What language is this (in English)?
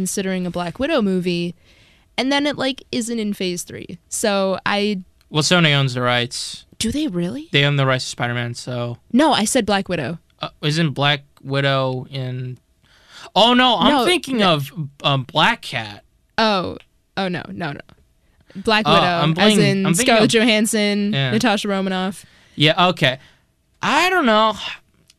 English